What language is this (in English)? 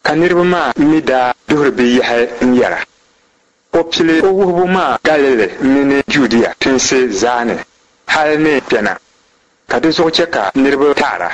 Dagbani